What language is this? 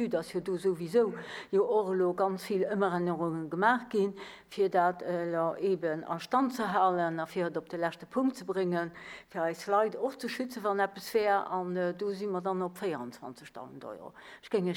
Luxembourgish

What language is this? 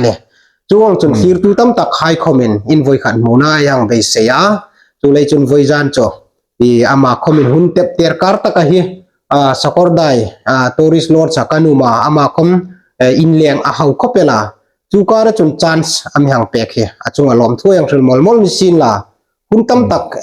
Hmar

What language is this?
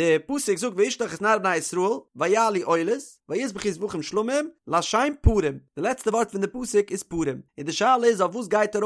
Yiddish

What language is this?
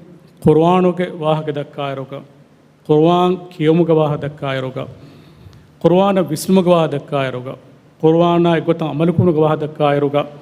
Divehi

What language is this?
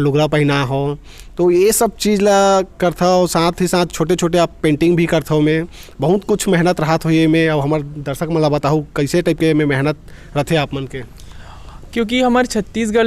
Chhattisgarhi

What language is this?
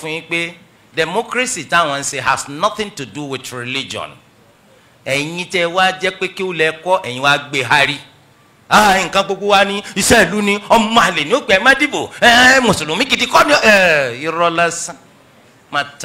Yoruba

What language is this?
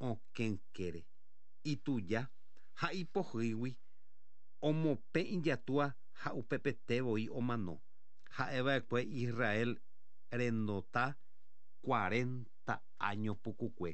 Guarani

